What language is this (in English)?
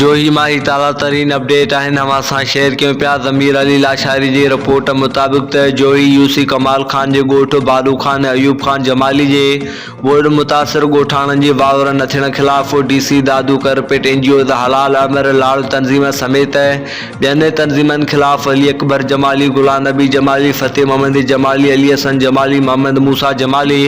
Sindhi